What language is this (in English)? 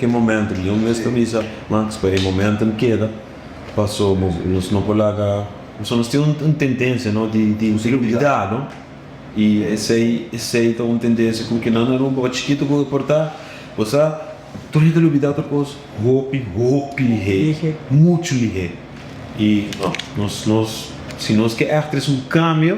Papiamento